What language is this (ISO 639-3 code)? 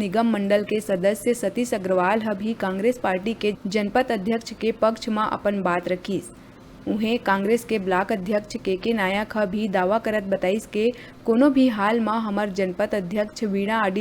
hne